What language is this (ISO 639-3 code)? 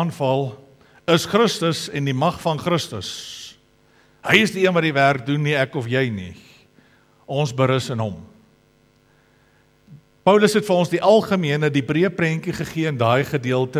afr